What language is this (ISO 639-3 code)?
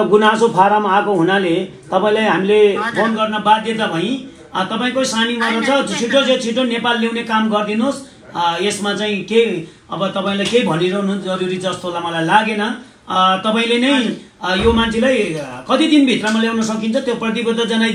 nep